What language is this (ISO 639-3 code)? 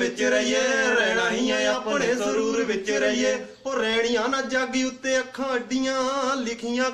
pan